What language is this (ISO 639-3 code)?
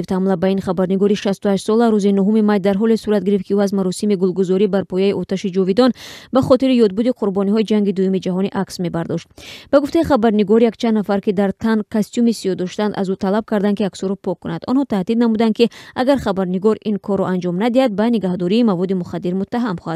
tgk